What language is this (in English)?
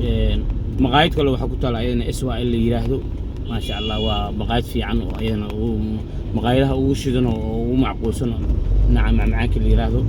Somali